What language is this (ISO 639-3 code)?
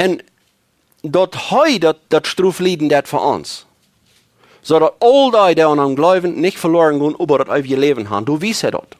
pdt